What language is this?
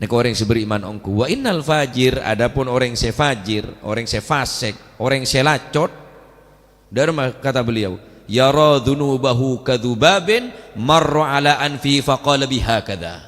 Madurese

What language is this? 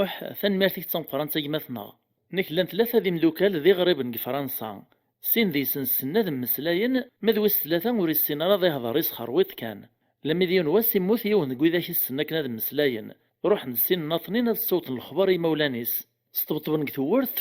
Kabyle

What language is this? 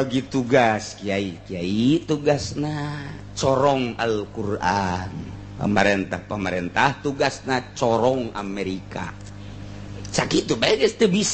Sundanese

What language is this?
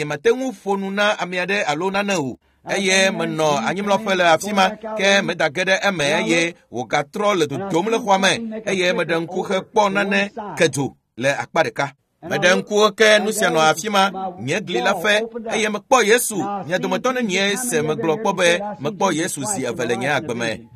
Ewe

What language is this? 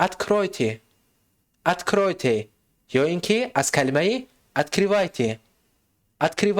Tajik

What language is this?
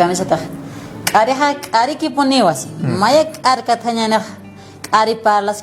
Aymara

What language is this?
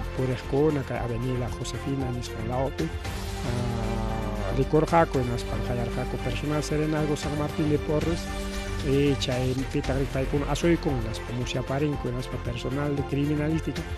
Ayacucho Quechua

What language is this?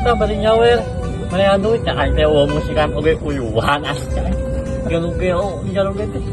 Sundanese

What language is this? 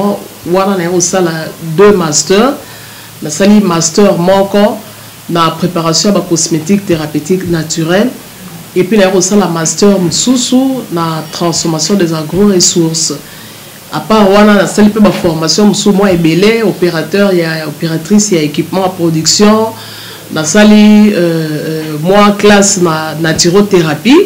Lingala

